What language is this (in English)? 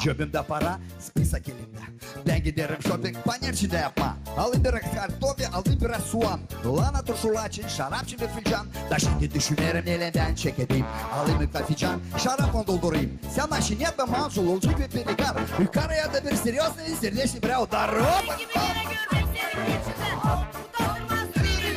Gagauz